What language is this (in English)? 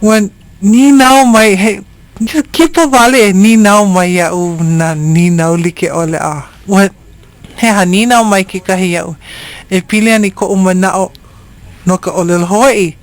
Hawaiian